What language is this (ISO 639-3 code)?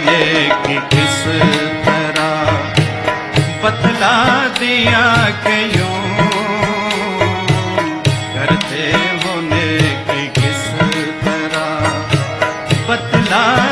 hin